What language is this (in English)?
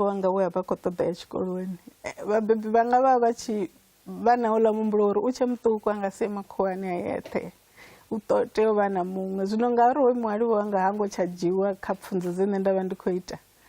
Venda